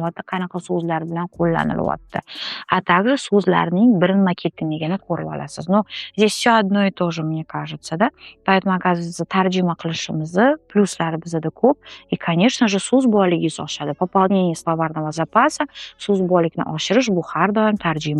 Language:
Uzbek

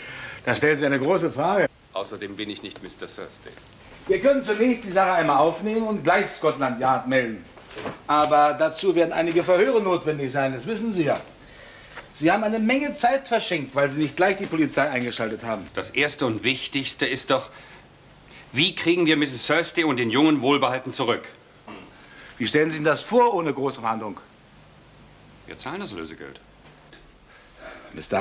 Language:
German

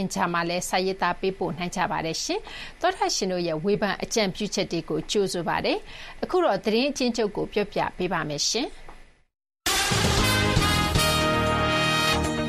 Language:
Burmese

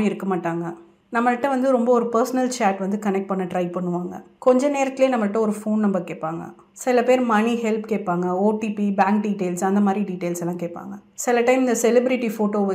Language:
Tamil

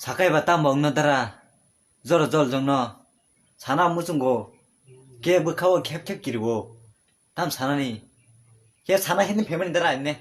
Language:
Kok Borok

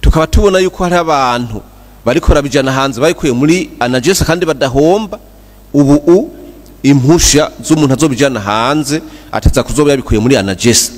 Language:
Rundi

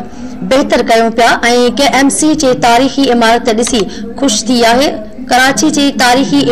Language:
Sindhi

